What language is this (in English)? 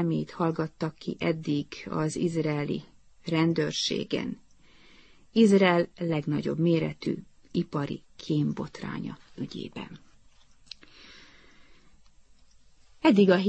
Hungarian